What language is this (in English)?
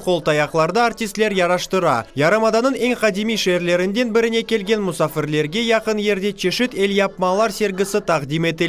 Crimean Tatar